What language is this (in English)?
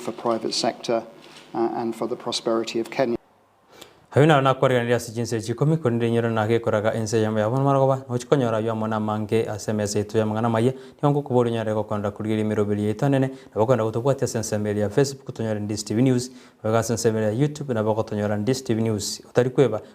Gusii